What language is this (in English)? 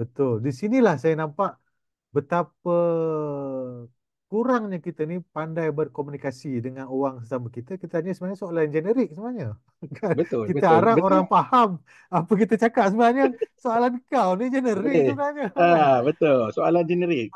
Malay